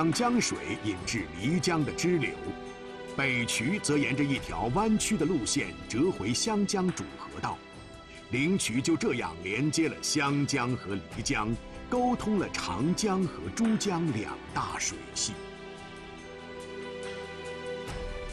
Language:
Chinese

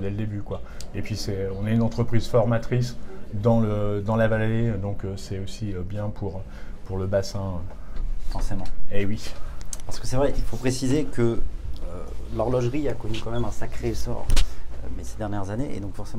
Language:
French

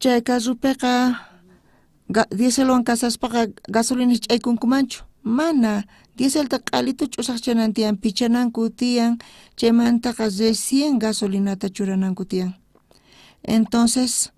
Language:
South Bolivian Quechua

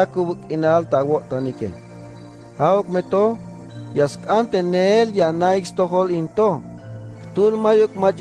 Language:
Tzeltal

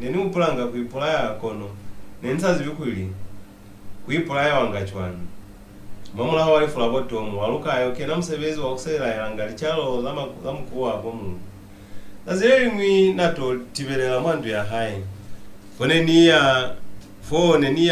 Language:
Lozi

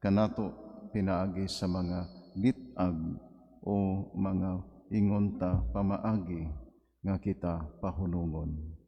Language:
Cebuano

